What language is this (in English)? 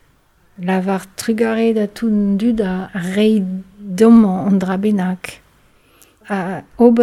Breton